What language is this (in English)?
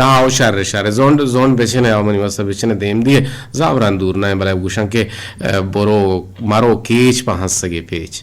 Eastern Balochi